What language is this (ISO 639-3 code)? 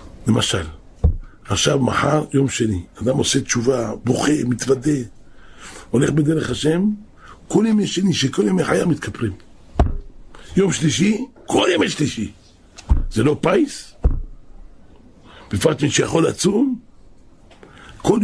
heb